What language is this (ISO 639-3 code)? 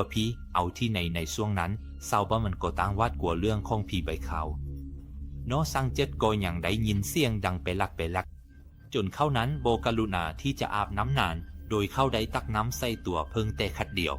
lao